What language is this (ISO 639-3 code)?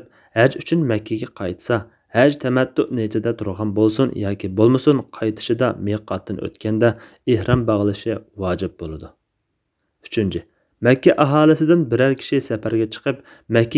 uig